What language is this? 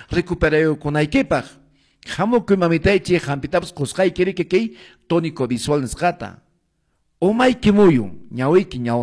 Quechua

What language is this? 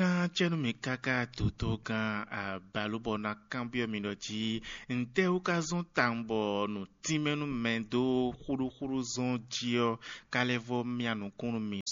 Fon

